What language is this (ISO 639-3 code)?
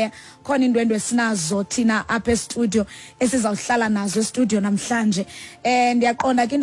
xho